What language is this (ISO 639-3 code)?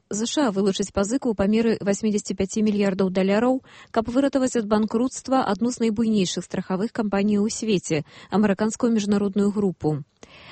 bel